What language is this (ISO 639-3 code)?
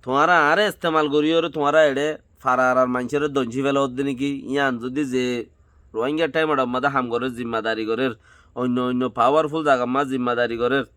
rhg